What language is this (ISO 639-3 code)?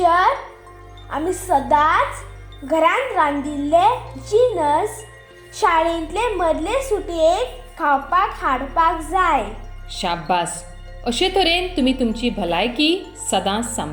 kok